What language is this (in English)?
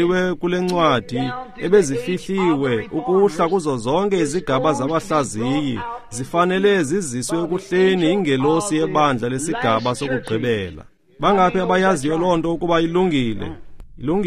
Xhosa